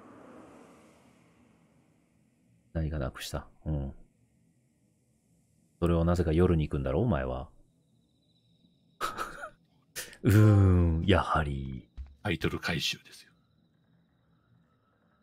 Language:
Japanese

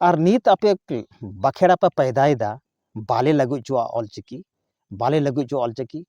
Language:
Santali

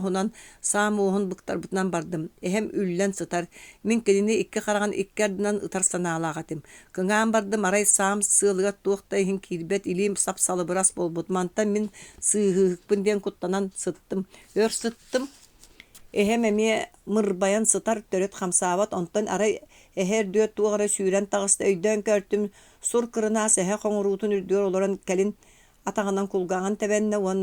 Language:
Yakut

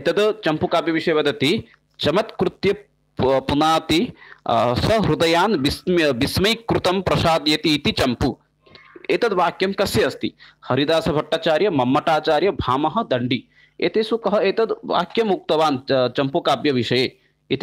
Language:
Sanskrit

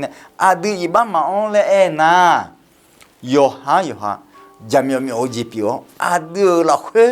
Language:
Akha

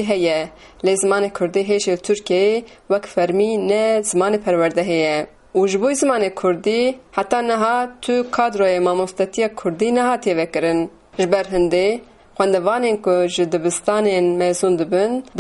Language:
Kurdish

